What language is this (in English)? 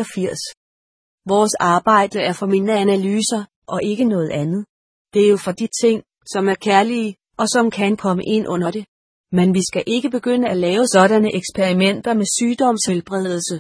Danish